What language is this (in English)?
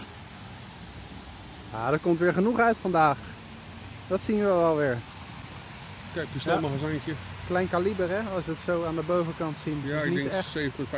Dutch